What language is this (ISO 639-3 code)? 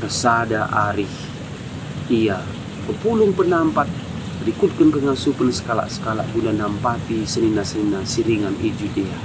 btx